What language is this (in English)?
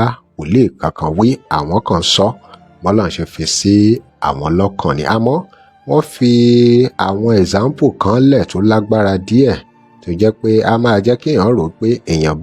Yoruba